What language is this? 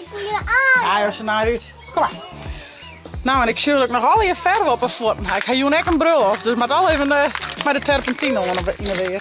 Western Frisian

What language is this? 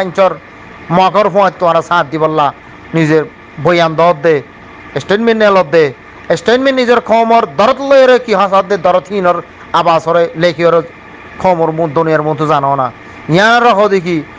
Rohingya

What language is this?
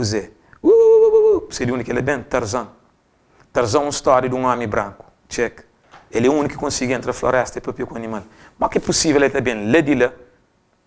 Kabuverdianu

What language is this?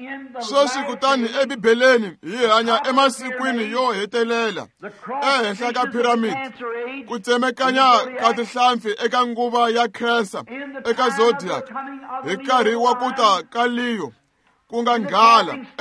Tsonga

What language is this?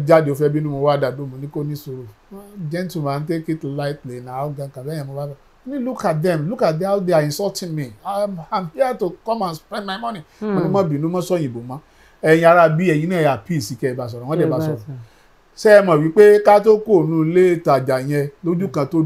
Yoruba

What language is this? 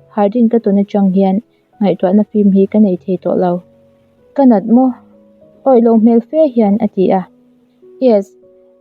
Mizo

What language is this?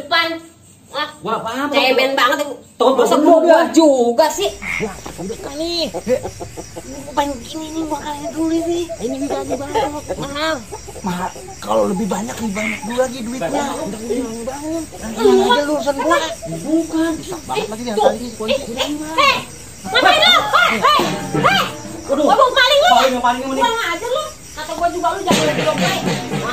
Betawi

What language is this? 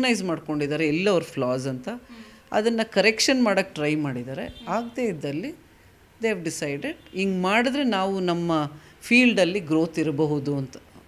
Kannada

